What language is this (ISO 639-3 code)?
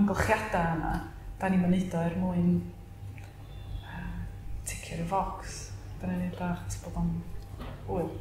cym